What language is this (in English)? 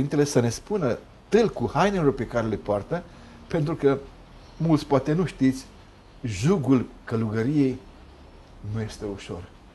Romanian